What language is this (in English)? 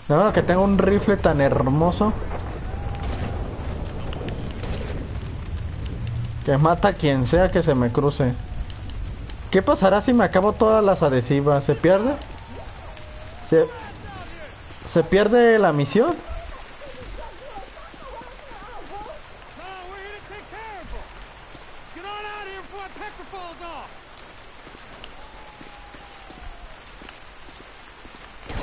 Spanish